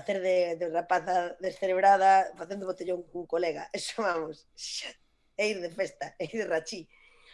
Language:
Galician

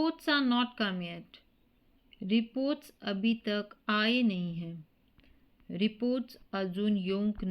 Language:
Konkani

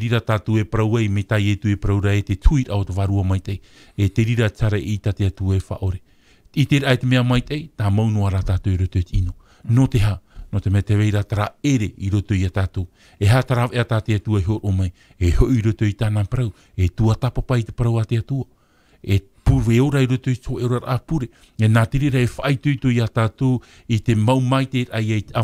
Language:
Tahitian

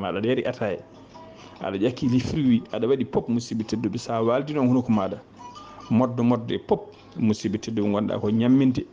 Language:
Fula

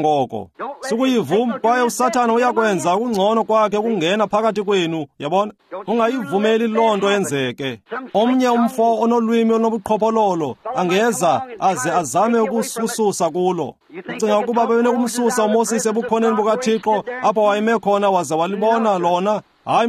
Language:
Xhosa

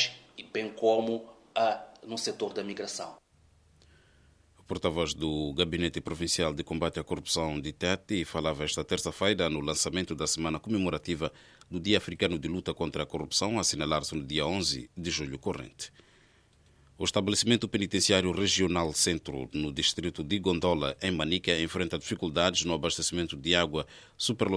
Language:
Portuguese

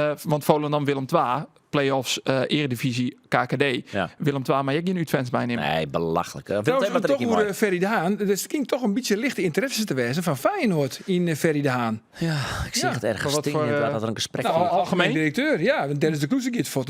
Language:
Western Frisian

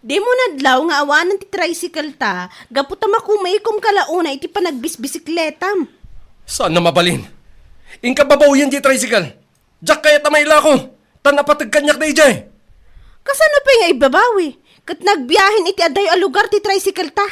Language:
Iloko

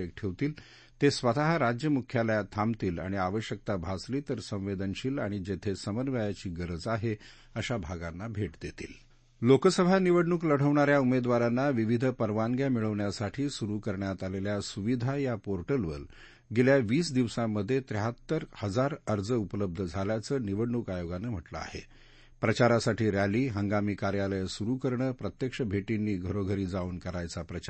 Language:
Marathi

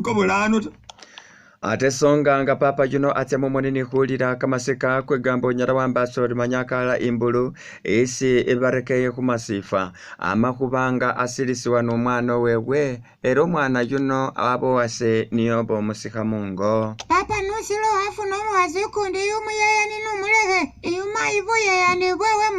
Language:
Masaaba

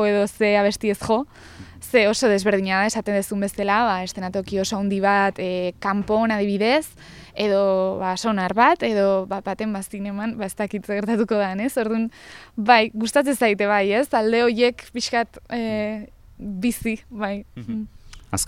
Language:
Basque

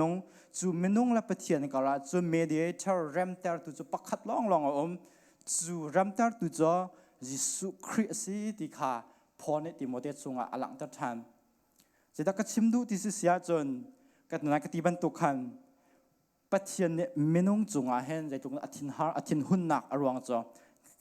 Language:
Hakha Chin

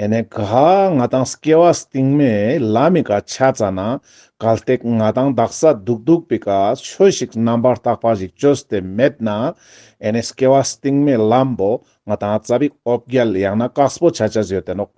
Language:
Ladakhi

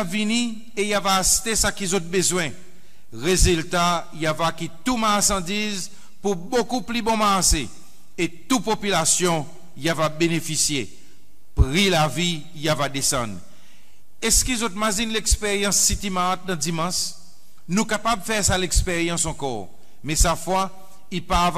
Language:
Seselwa Creole French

